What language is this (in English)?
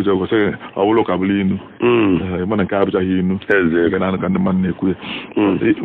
Igbo